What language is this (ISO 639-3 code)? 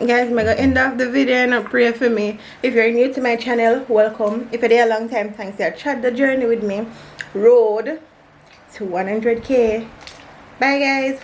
jam